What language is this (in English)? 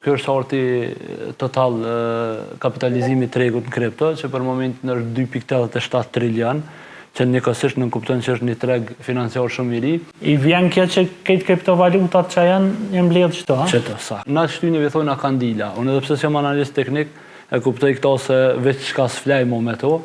Albanian